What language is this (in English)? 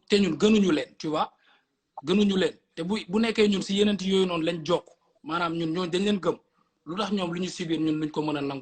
Wolof